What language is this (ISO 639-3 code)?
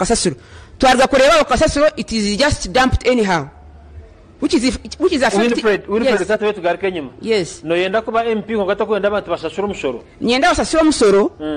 nyn